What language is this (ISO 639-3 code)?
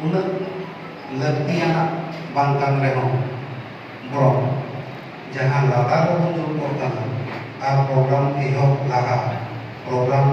sat